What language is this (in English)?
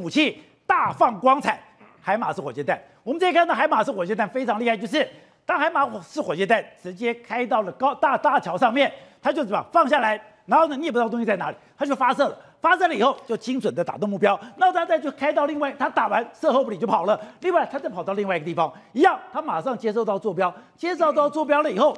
Chinese